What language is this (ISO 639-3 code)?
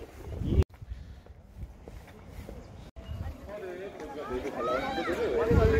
kor